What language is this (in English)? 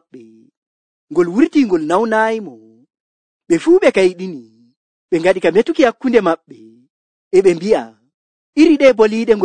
Nigerian Fulfulde